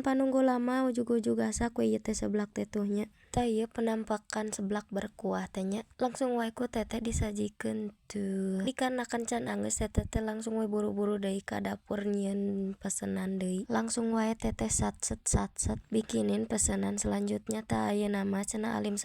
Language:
Sundanese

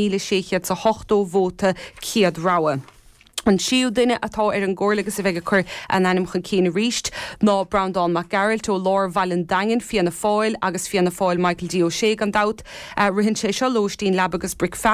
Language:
Irish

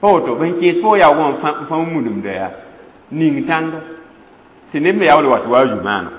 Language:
Mossi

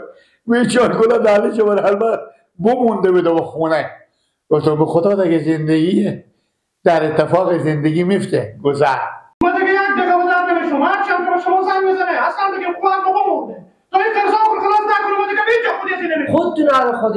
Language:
Persian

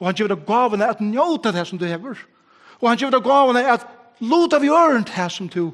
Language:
Faroese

